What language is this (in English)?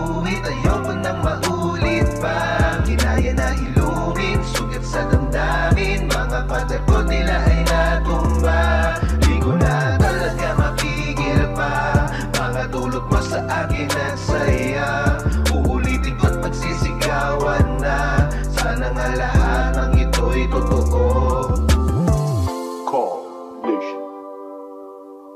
Filipino